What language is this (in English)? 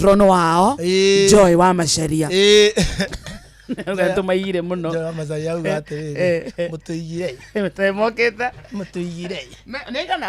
Kikuyu